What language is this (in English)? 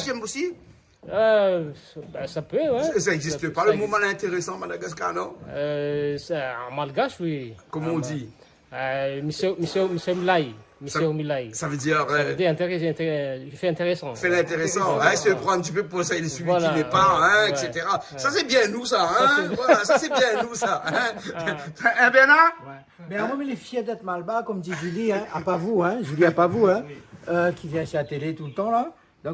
Réunion Creole French